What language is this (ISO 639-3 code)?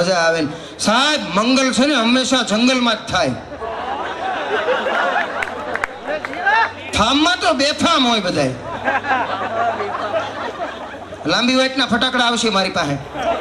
guj